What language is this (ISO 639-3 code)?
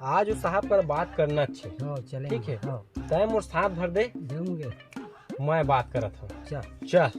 hne